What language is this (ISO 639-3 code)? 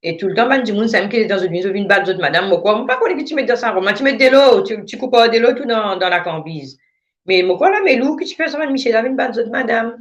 mfe